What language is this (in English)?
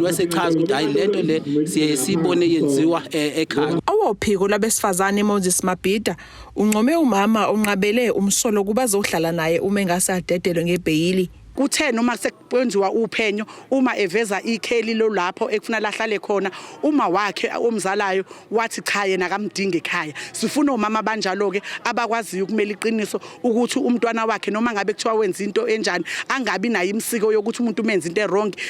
Zulu